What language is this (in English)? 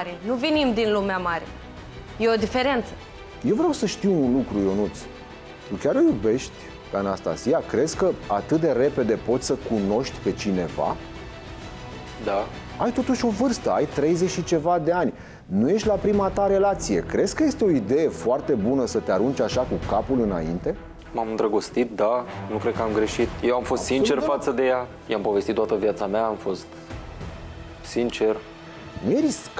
Romanian